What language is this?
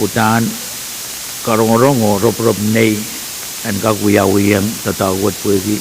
Pohnpeian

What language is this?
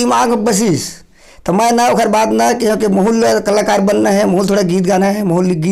Chhattisgarhi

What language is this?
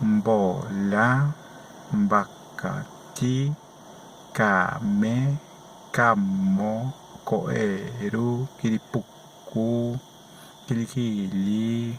Tereno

